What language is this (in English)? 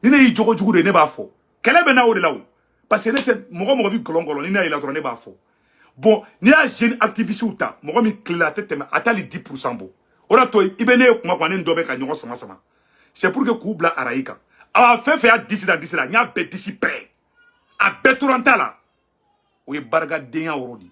Bambara